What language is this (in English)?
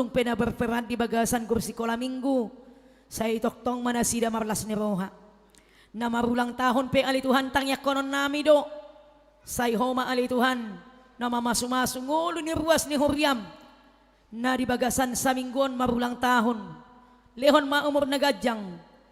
Batak Toba